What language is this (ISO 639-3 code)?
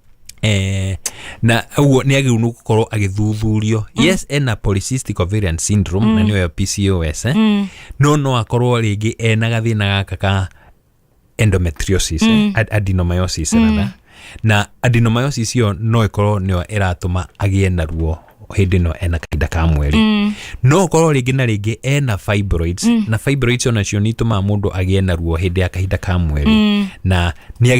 kik